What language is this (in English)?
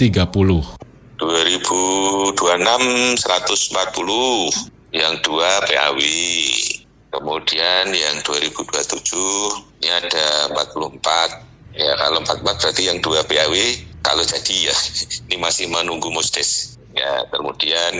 Indonesian